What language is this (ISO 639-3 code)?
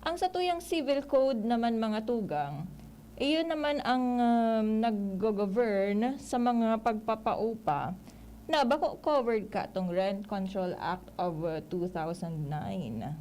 bik